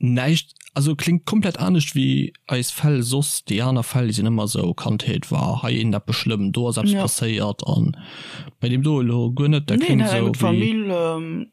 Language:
Luxembourgish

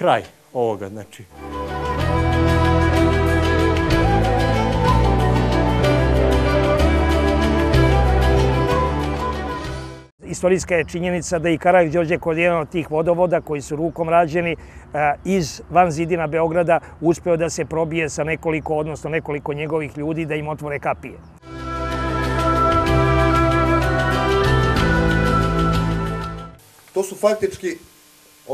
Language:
Serbian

